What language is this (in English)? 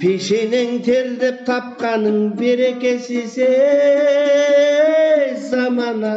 Kyrgyz